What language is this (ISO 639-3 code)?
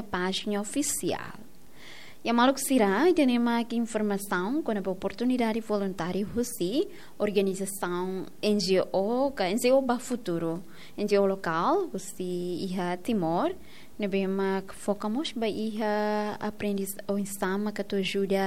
tet